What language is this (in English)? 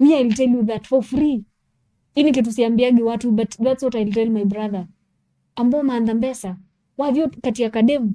Kamba